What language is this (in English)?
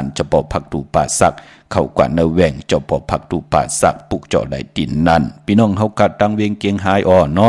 Shan